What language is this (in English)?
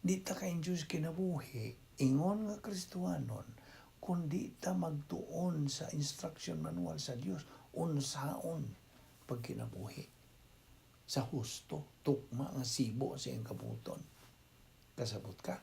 Cebuano